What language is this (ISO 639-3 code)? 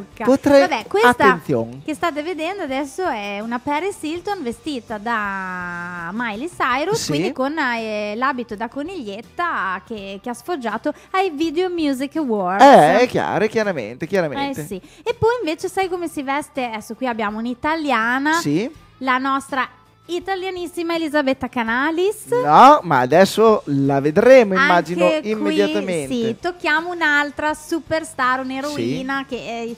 ita